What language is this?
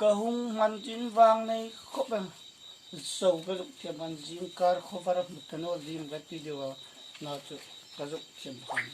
Hmar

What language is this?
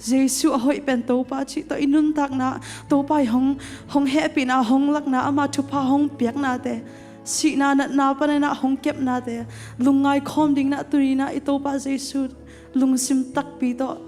Tedim Chin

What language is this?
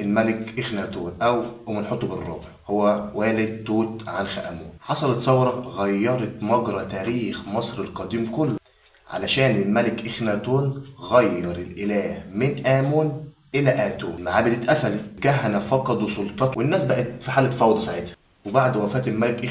Egyptian Arabic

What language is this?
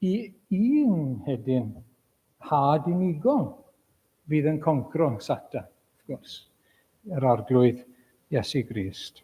Welsh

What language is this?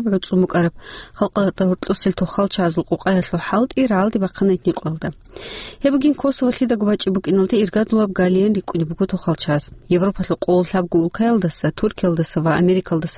Avaric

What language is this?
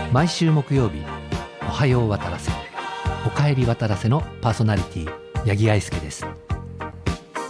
Japanese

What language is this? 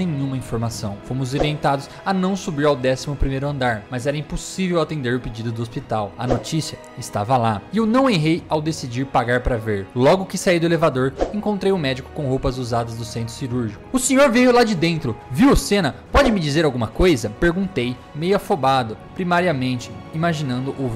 Portuguese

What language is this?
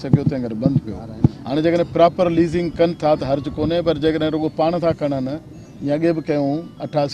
Sindhi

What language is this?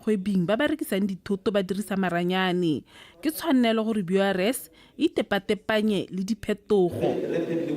Tswana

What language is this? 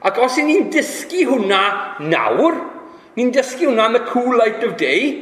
Welsh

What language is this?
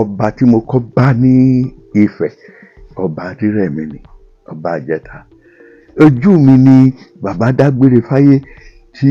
Yoruba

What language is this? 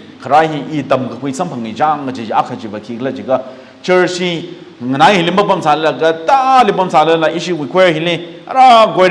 Tangkhul Naga (India)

